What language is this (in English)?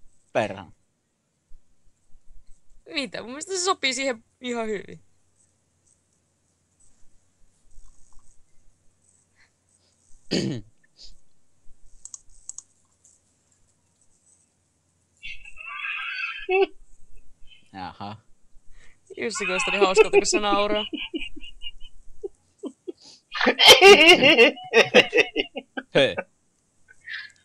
Finnish